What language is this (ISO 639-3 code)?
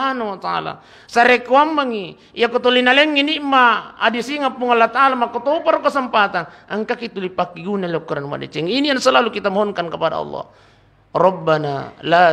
bug